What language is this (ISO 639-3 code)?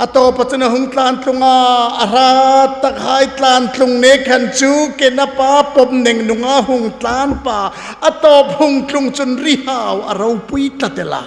hmr